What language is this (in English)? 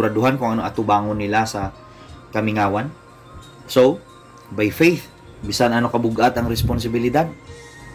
Hiligaynon